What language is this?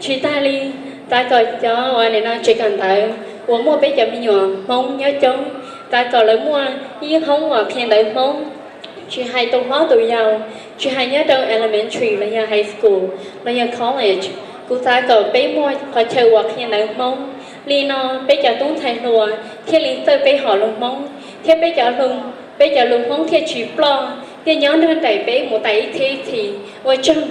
Hmong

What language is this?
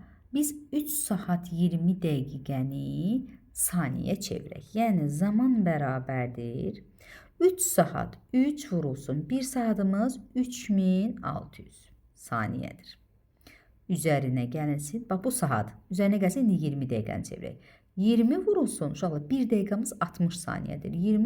Azerbaijani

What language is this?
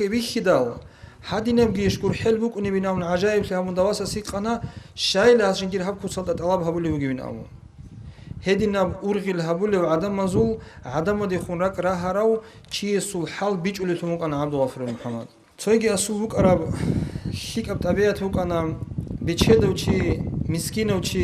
Avaric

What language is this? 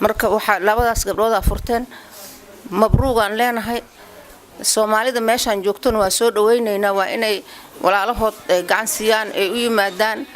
Somali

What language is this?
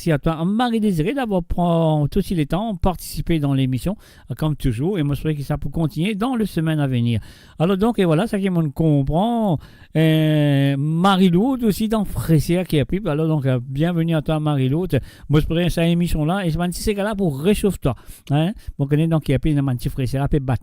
Morisyen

